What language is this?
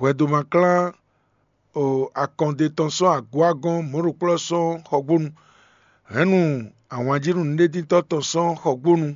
Fon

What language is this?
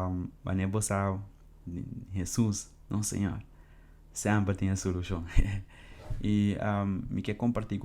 Papiamento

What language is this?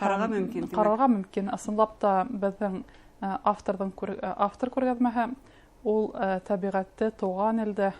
Bashkir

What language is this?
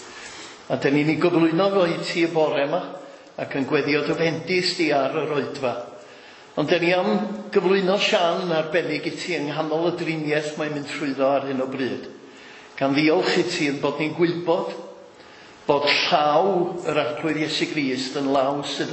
Welsh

